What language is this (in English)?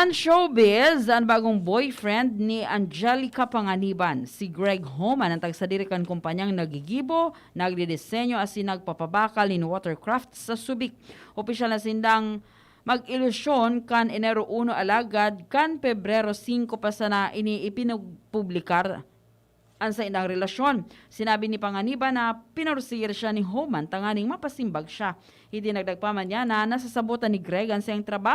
Bikol